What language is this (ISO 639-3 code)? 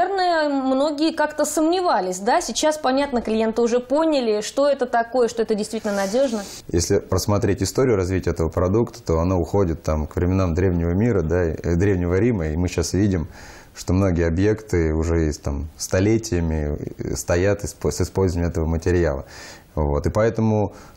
rus